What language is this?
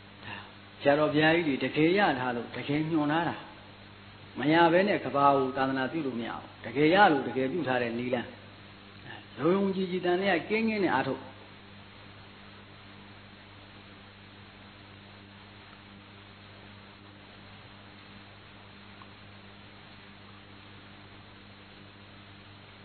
Burmese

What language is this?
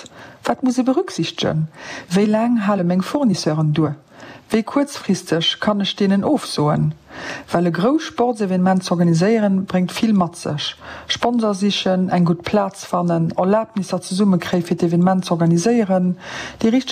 Luxembourgish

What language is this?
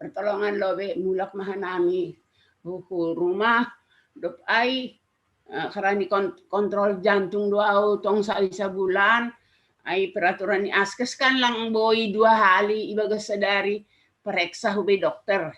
Batak Simalungun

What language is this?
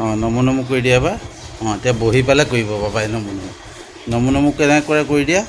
Assamese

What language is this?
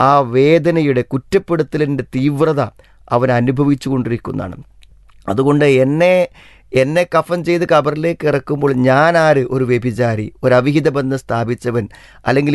Malayalam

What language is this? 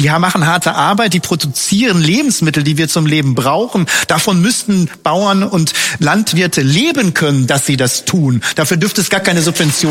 German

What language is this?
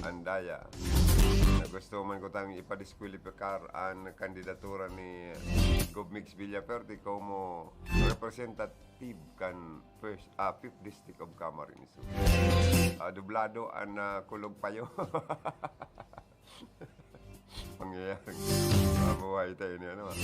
Bikol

